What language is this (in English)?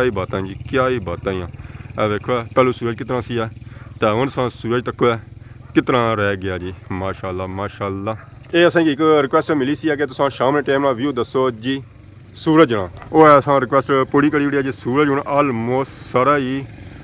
Pahari-Potwari